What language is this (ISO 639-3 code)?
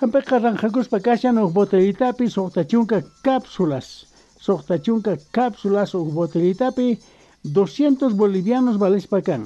que